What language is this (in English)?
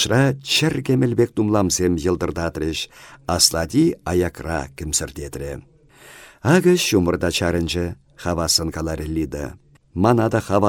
Chuvash